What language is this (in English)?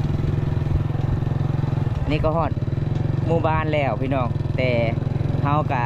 Lao